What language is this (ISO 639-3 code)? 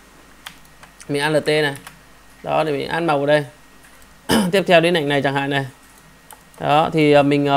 vie